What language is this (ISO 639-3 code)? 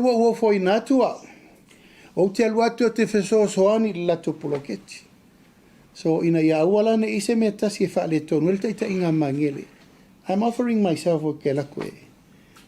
smo